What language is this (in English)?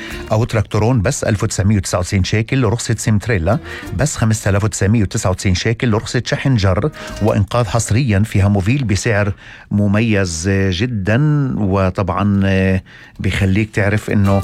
North Levantine Arabic